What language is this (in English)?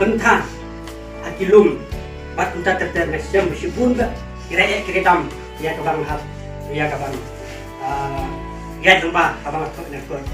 Khasi